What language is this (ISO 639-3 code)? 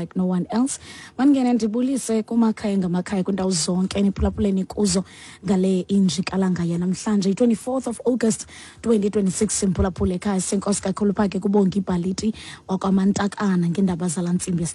xho